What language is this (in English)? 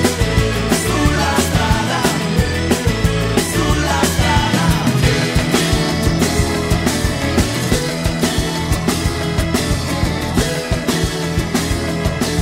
Italian